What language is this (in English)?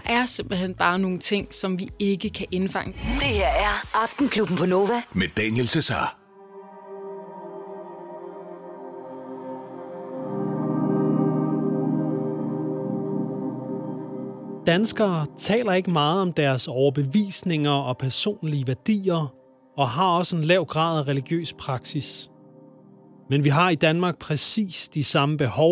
Danish